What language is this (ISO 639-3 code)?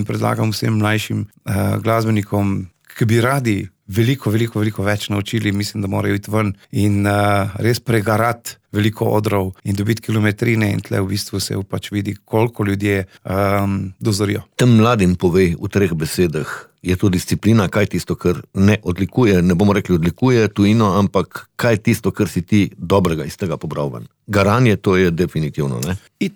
slv